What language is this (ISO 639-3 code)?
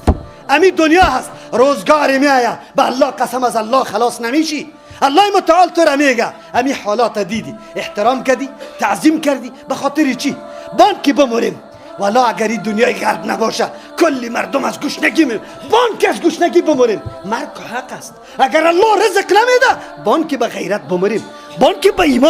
tgk